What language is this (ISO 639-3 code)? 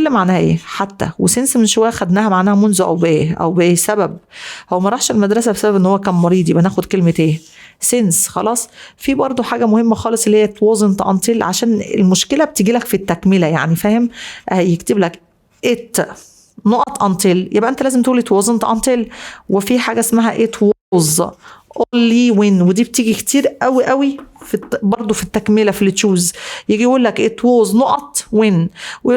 arz